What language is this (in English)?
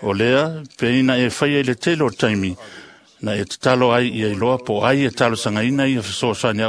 Samoan